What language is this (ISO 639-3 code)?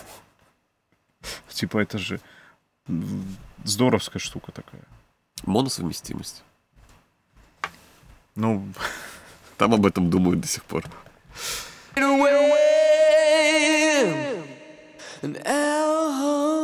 rus